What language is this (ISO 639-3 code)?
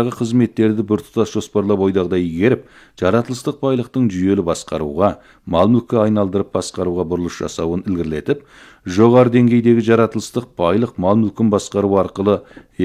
kaz